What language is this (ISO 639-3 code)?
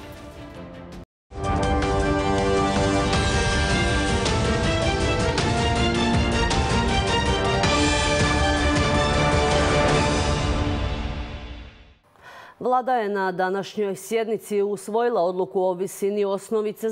hrv